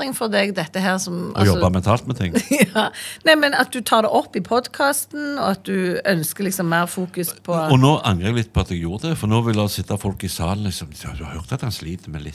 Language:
Norwegian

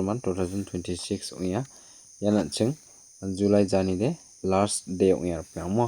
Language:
Garo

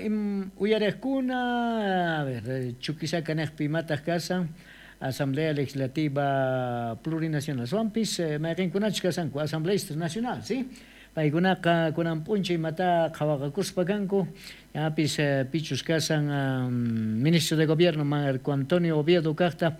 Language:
South Bolivian Quechua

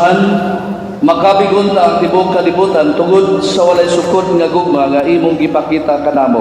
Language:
Cebuano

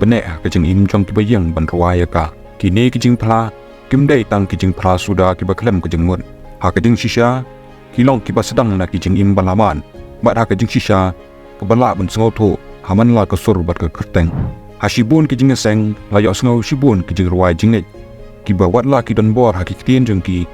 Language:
Khasi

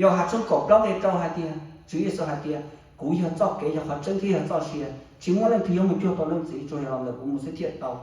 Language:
Hmong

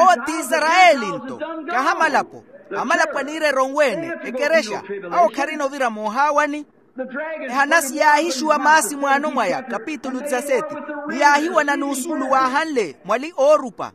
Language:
Makhuwa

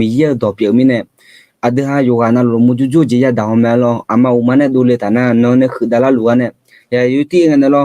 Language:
Akha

